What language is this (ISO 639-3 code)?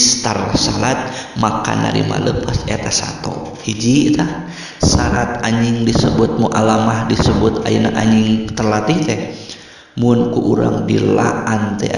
sun